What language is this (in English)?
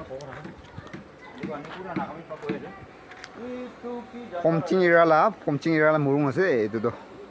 Naga Pidgin